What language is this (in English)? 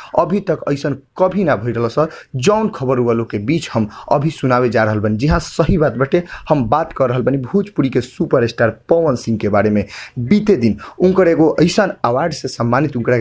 Bhojpuri